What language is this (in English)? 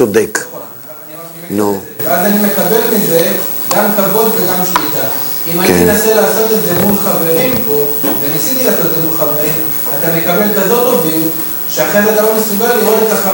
Hebrew